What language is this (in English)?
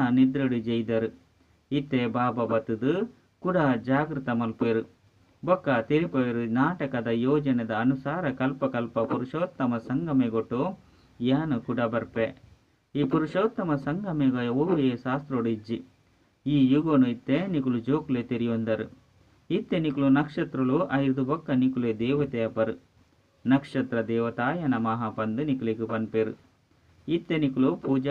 Tulu